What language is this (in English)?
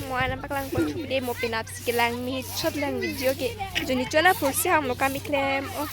Karbi